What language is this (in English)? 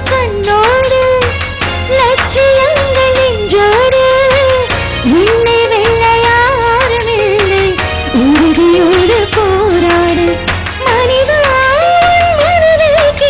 Tamil